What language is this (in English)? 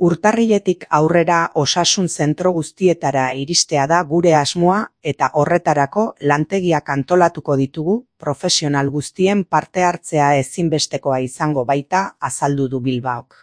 Basque